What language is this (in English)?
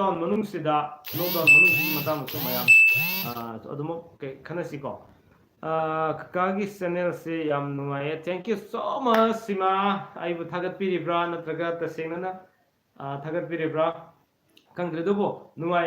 Manipuri